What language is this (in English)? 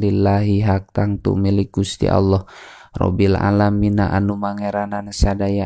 Sundanese